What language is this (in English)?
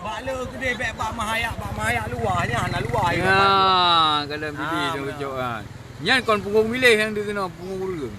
Achinese